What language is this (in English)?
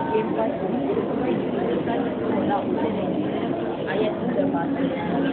Malay